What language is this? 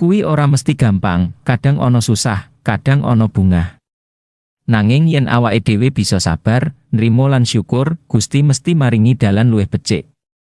Javanese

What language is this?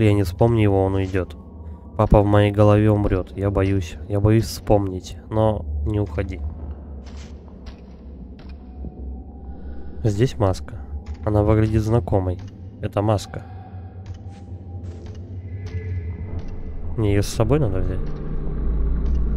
Russian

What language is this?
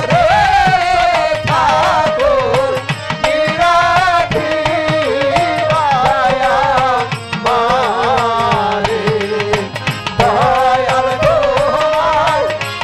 Bangla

